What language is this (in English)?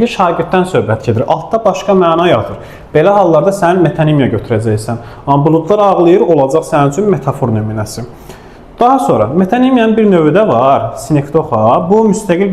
Azerbaijani